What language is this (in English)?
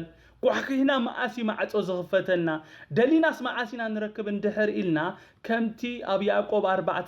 Tigrinya